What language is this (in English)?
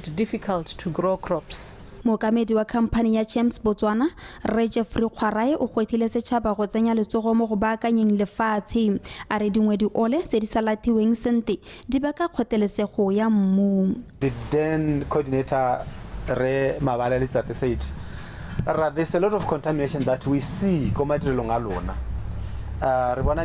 Tswana